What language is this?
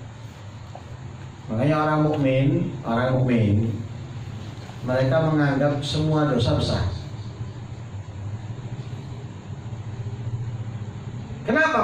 Indonesian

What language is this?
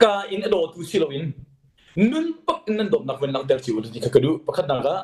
Hakha Chin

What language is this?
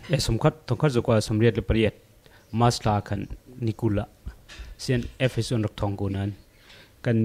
Hakha Chin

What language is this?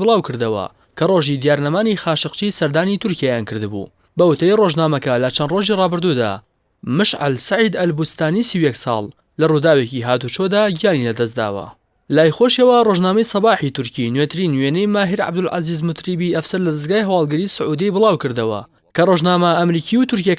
Central Kurdish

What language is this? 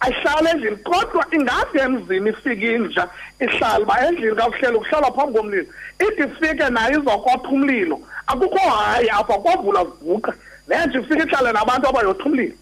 Xhosa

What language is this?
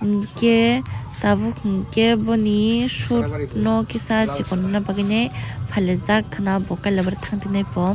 Kok Borok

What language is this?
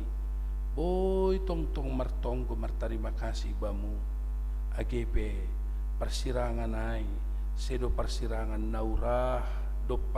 Batak Simalungun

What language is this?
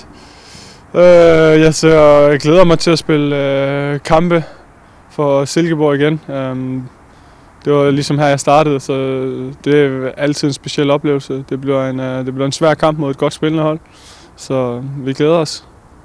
Danish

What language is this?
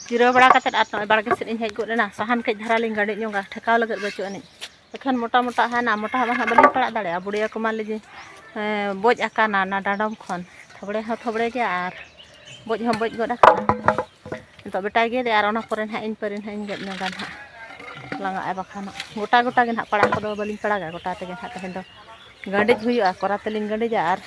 Santali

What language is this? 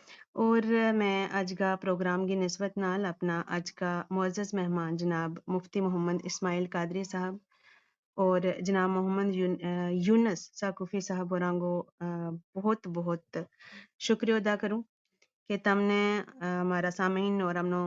Gujari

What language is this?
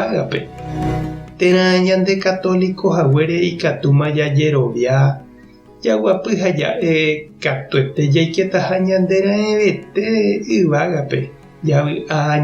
Guarani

